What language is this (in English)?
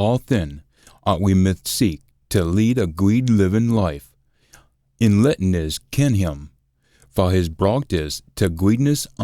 Scots